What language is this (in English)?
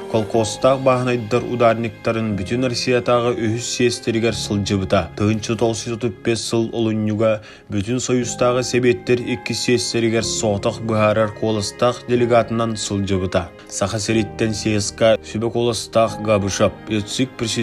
Yakut